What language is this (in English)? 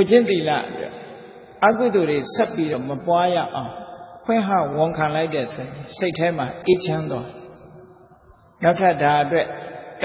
Burmese